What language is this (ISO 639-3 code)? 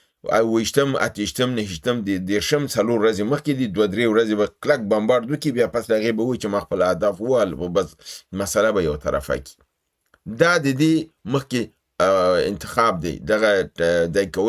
pus